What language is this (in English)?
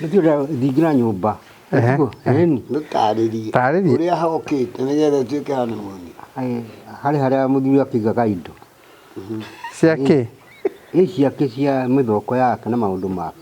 Kikuyu